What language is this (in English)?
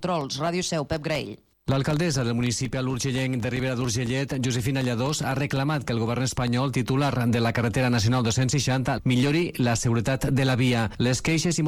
Catalan